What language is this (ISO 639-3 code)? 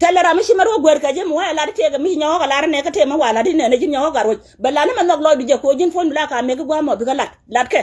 nus